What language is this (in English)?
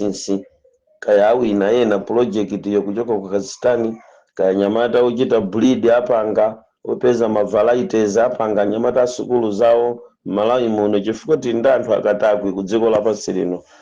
Nyanja